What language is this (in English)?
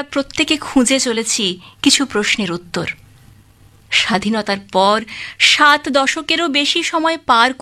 Bangla